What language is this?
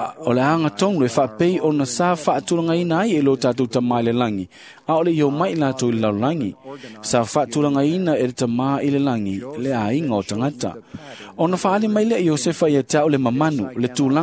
Samoan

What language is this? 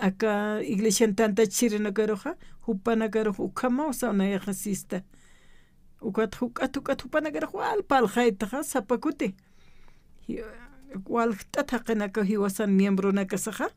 Aymara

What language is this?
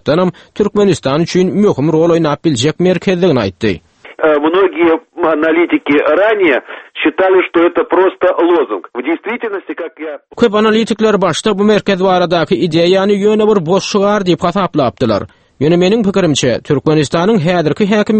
Turkmen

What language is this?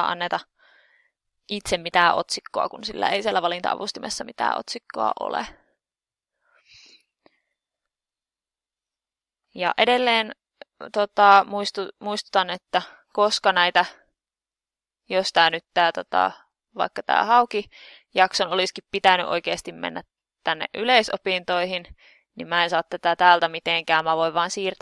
Finnish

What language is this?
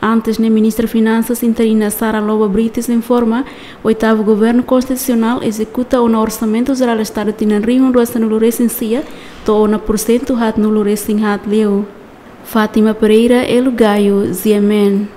Tetum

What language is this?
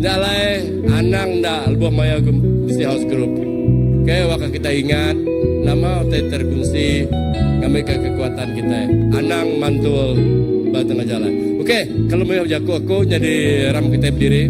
Iban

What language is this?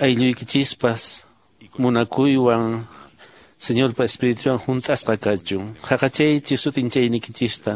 Quechua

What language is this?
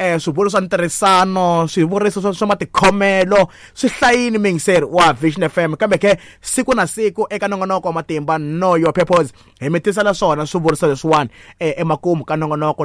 Tsonga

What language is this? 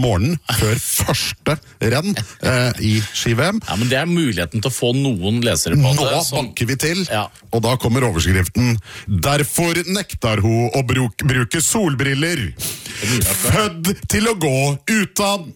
Norwegian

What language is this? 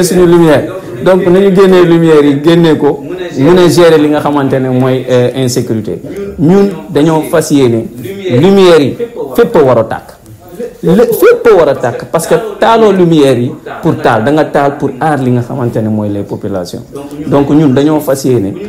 Wolof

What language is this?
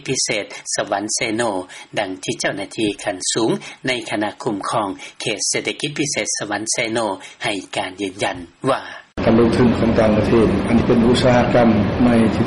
Lao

